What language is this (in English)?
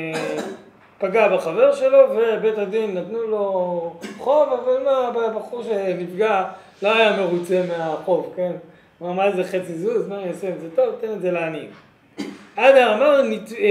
Hebrew